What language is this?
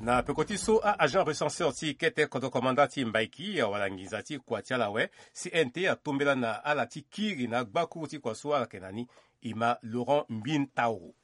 Sango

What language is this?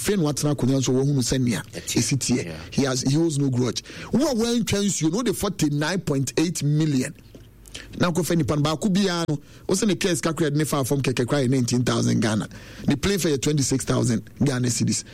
Akan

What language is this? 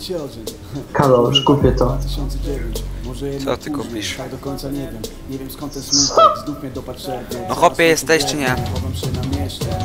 Polish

